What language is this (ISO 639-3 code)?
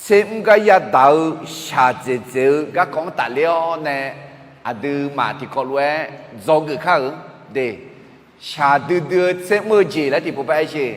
ahk